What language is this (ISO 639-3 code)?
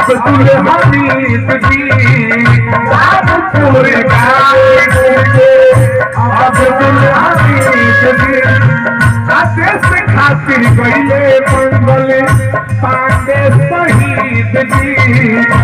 bho